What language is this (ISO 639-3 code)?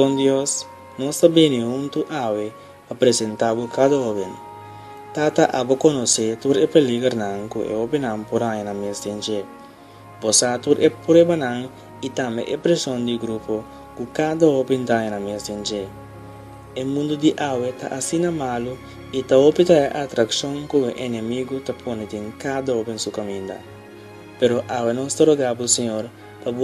pap